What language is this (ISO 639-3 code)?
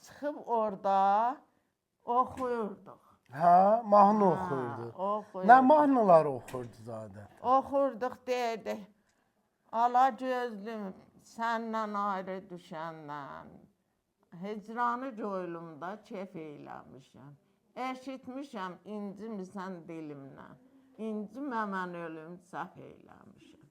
aze